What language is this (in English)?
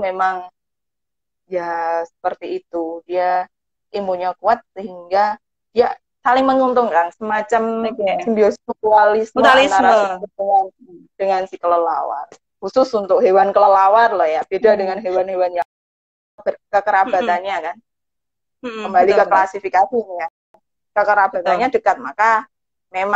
Indonesian